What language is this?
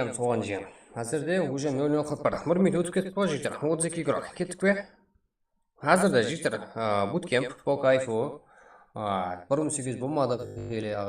Kara-Kalpak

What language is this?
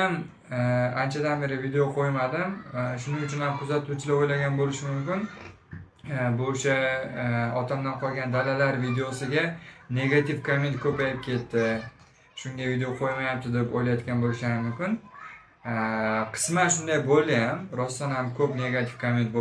Uzbek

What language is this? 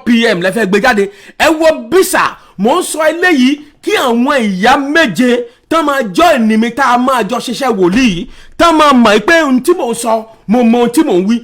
Yoruba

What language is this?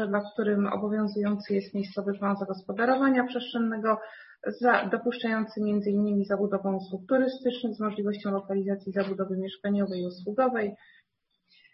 Polish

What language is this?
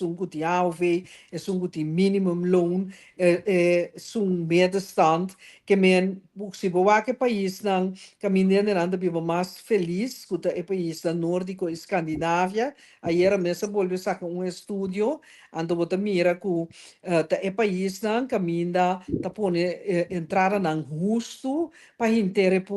Papiamento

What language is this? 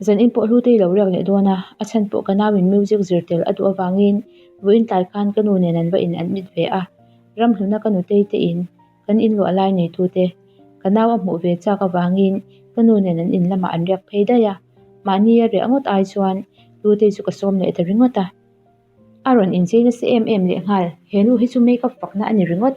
Mizo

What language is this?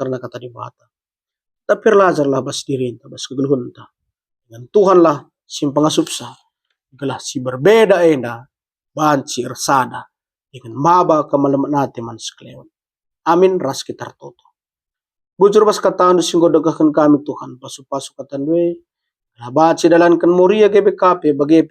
Batak Karo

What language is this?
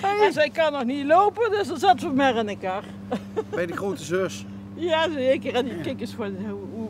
Limburgish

